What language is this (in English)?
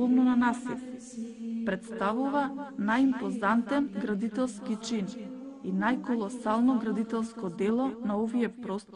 Macedonian